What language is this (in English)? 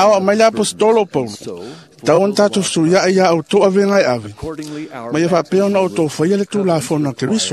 Samoan